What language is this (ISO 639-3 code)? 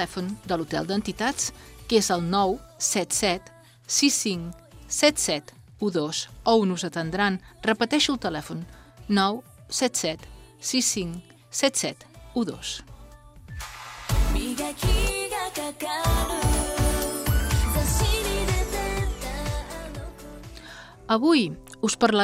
cat